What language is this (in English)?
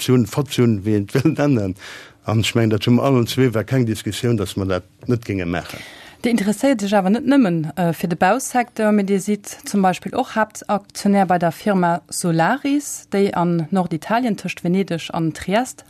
Luxembourgish